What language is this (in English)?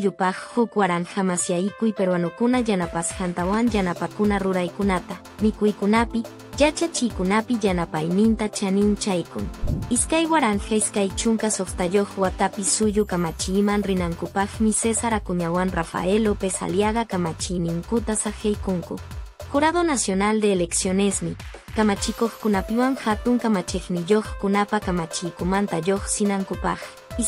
Quechua